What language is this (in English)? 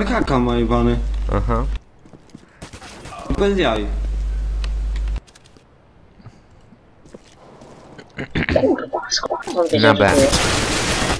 Polish